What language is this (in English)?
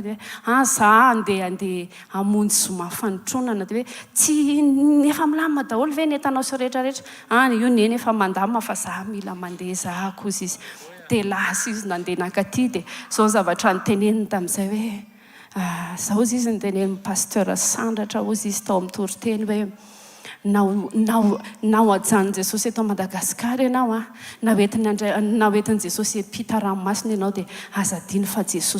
Malagasy